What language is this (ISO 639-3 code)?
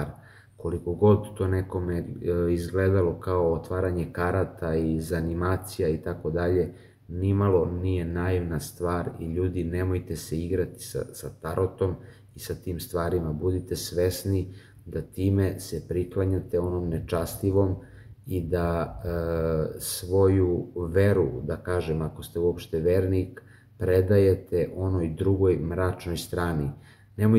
srp